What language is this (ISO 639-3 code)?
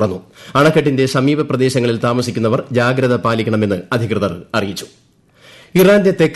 mal